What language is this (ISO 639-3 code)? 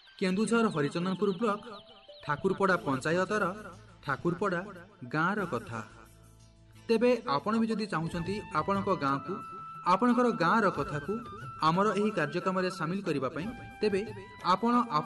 ori